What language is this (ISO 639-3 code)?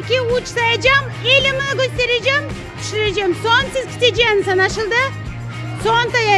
crh